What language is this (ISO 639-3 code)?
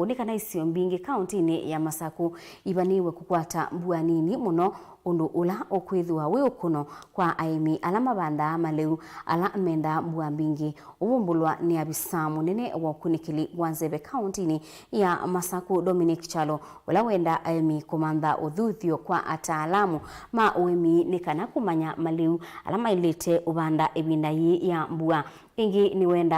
kam